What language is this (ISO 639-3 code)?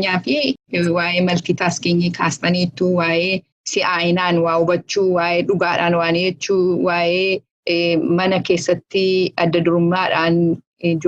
orm